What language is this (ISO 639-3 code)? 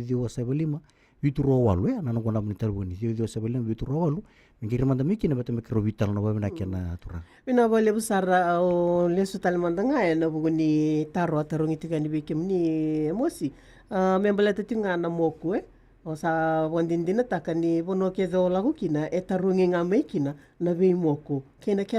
fij